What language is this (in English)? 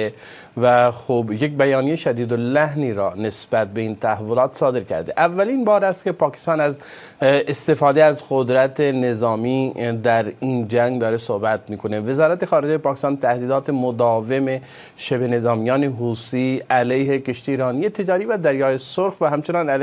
Persian